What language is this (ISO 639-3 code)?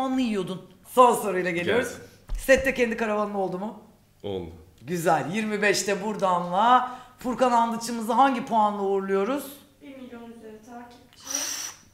tur